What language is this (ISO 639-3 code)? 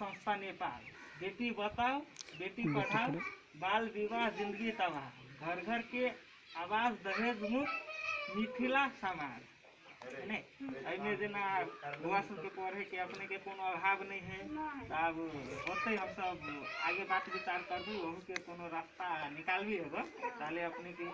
mai